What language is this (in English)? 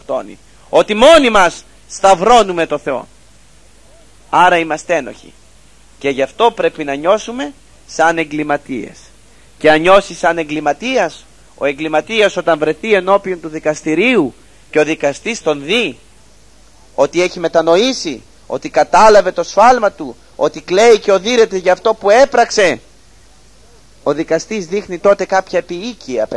Greek